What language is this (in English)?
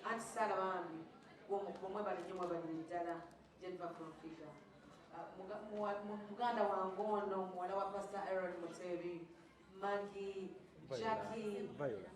Ganda